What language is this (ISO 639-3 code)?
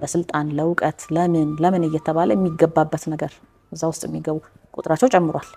amh